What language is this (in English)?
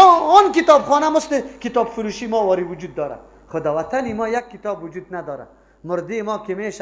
Persian